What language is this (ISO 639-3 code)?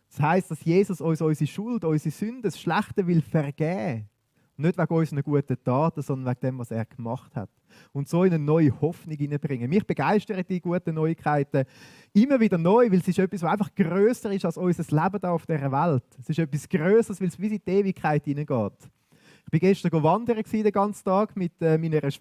gsw